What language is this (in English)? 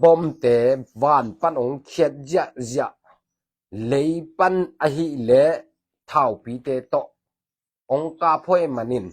Tedim Chin